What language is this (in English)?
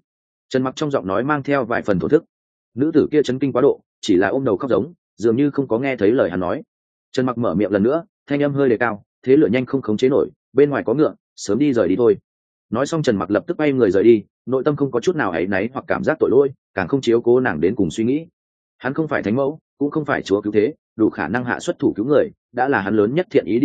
Vietnamese